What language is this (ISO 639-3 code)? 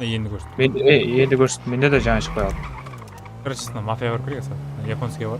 kaa